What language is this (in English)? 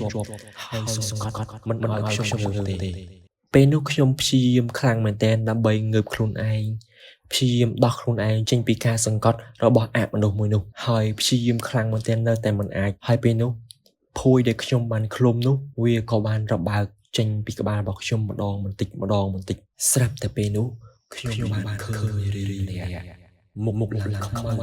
Khmer